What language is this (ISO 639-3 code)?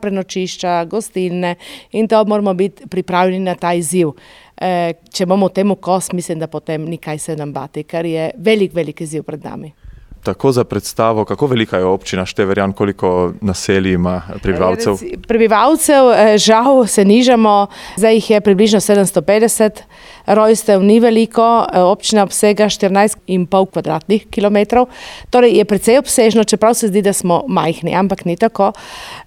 slv